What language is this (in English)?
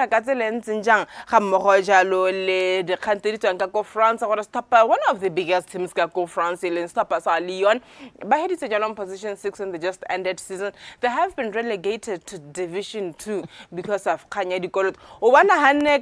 Tswana